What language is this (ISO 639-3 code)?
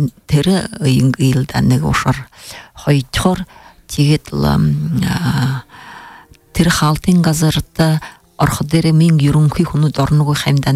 bua